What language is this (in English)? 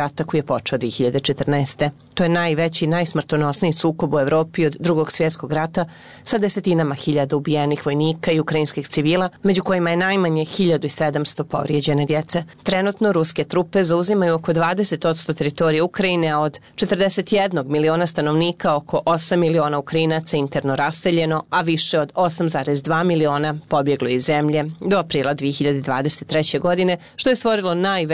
Bosnian